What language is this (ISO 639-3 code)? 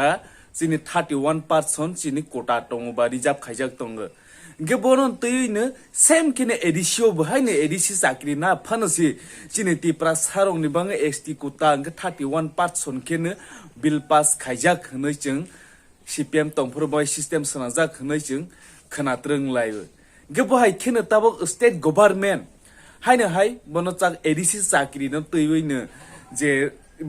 trp